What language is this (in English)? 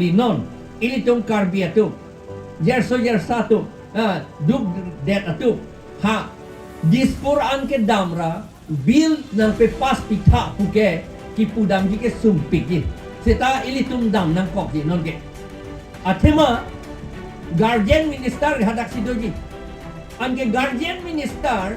Karbi